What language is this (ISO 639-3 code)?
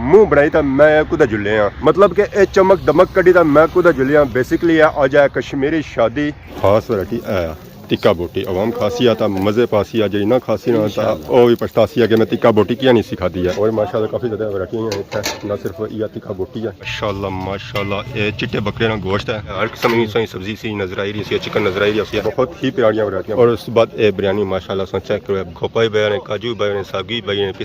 phr